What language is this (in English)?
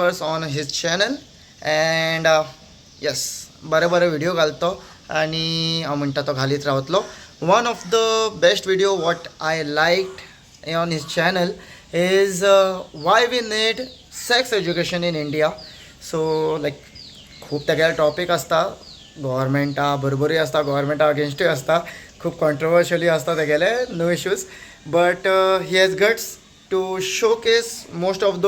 Konkani